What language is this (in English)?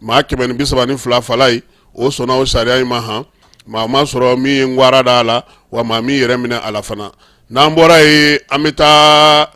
Bambara